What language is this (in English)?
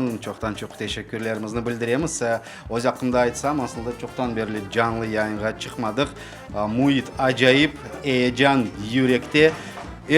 Crimean Tatar